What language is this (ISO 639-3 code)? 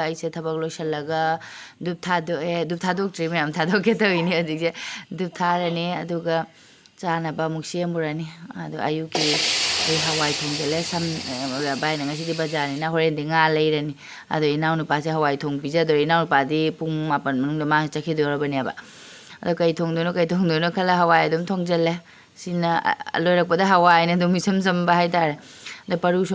mni